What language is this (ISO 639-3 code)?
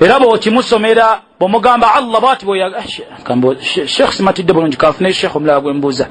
lug